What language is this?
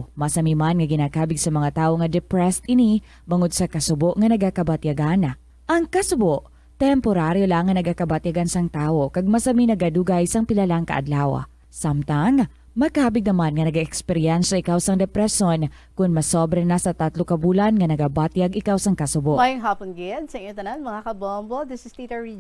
Hiligaynon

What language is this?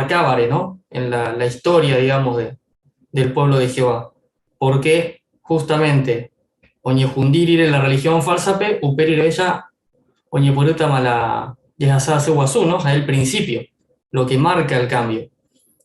Guarani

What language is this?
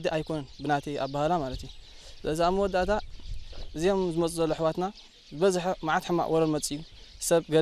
Tigrinya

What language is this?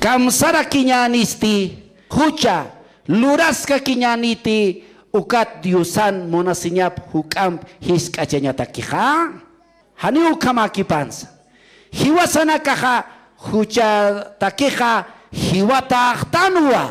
Aymara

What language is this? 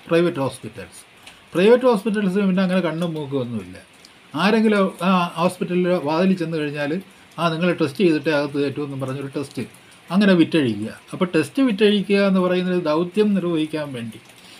Malayalam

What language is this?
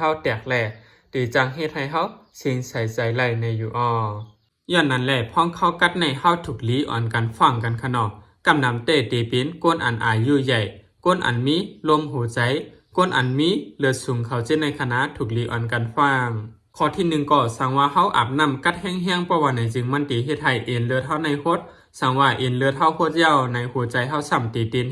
Shan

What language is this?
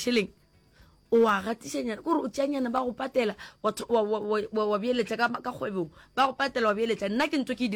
Northern Sotho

